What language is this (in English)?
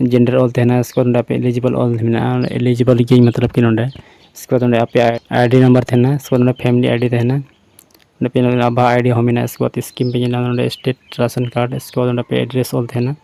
Santali